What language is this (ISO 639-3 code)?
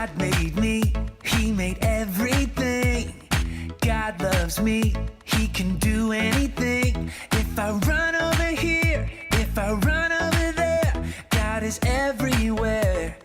mah